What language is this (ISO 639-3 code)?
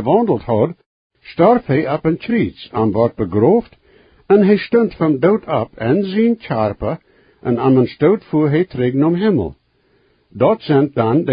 pdt